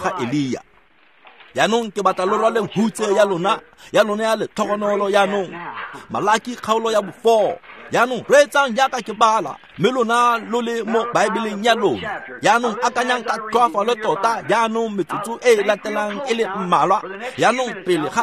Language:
Tswana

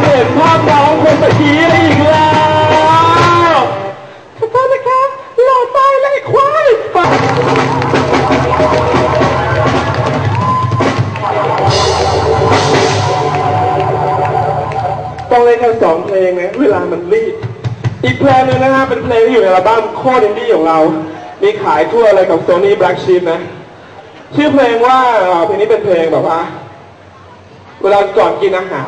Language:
Thai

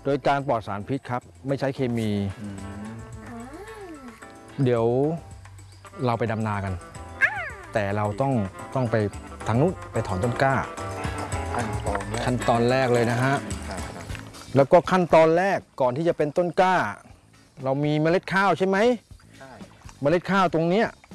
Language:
Thai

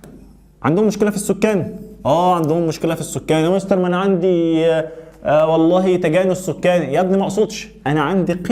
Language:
Egyptian Arabic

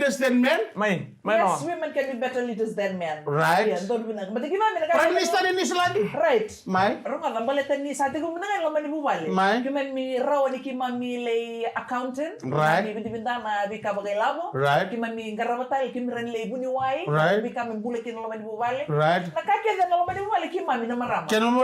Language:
Fijian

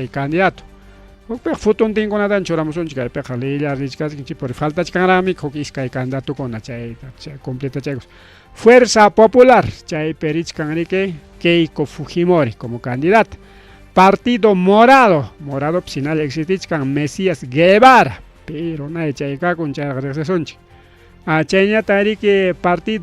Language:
Ayacucho Quechua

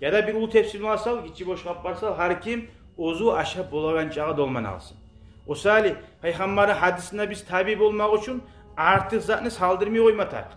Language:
Kumyk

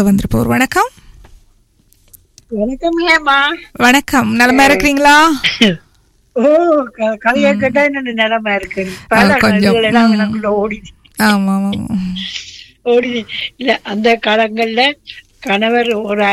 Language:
Tamil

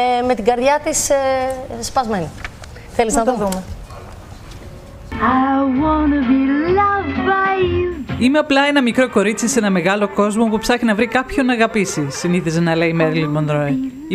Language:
Greek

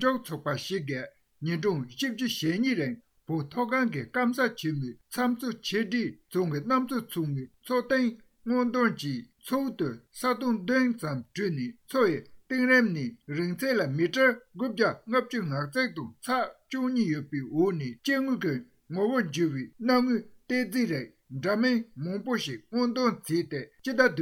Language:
Tibetan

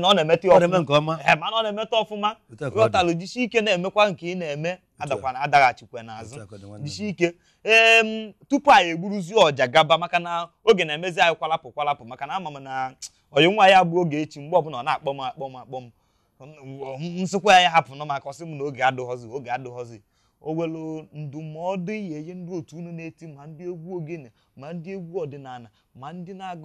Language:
Igbo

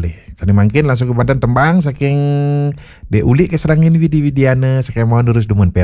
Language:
Balinese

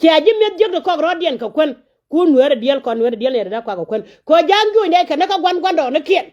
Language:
Nuer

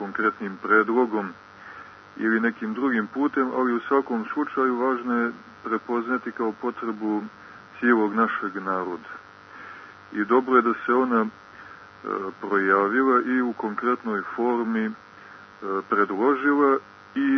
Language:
Serbian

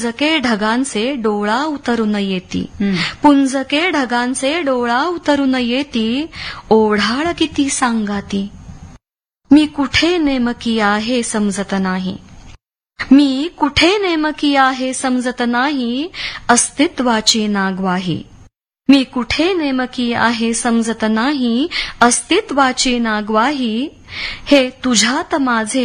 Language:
Marathi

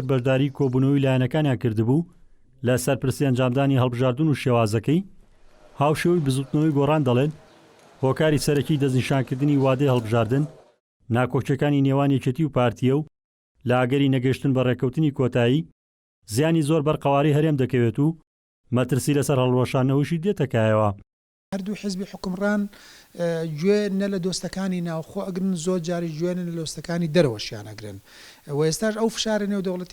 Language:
Central Kurdish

